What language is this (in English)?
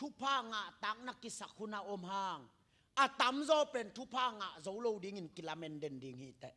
Tedim Chin